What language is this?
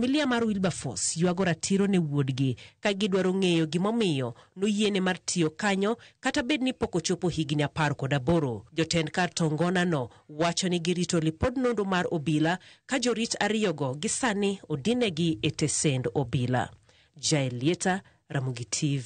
Luo (Kenya and Tanzania)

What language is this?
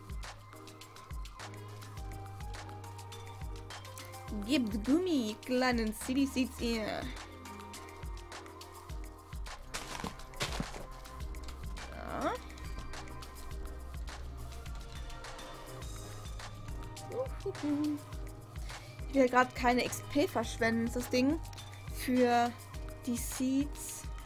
German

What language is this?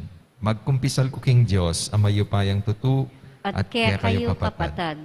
Pampanga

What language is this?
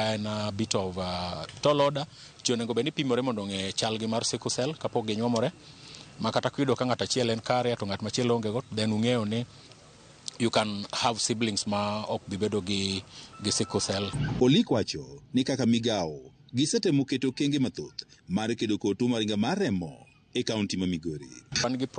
Luo (Kenya and Tanzania)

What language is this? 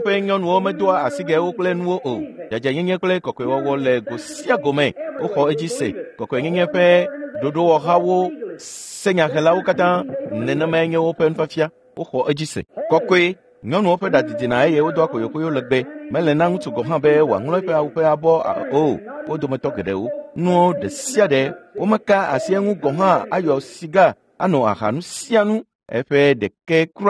Ewe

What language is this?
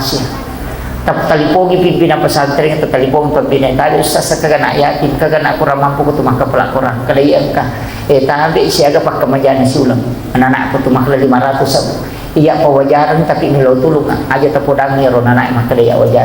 Buginese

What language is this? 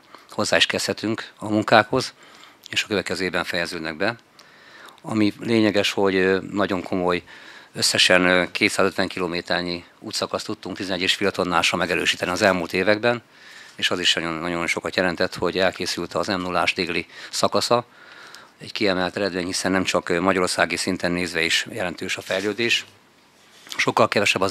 Hungarian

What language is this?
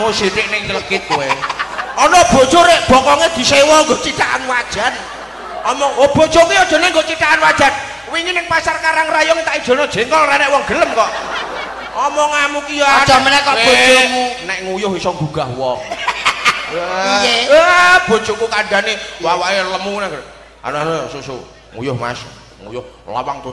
Javanese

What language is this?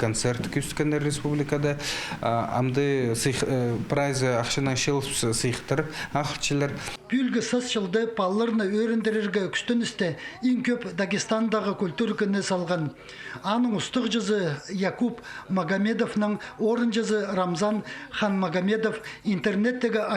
Khakas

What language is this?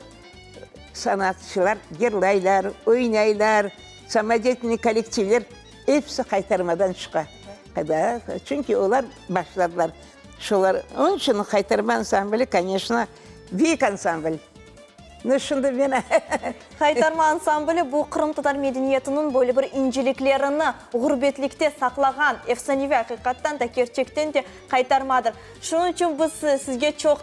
Crimean Tatar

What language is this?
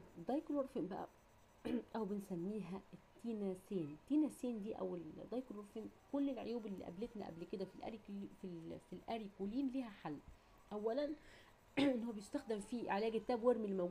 Egyptian Arabic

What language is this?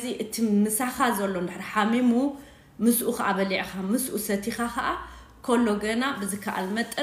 Tigrinya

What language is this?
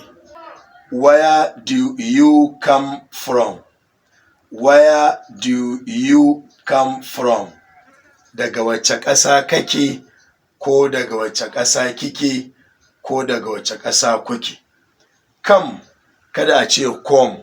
Hausa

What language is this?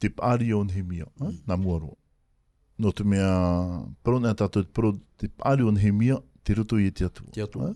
Tahitian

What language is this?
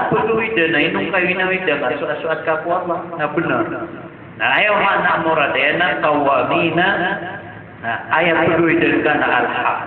Maranao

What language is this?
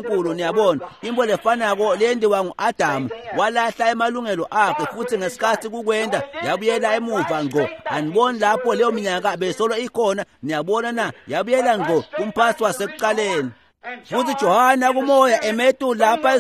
Swati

